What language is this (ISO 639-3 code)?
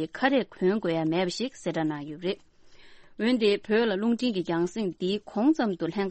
bod